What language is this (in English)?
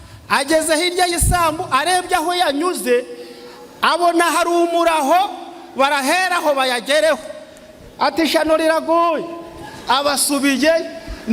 Kinyarwanda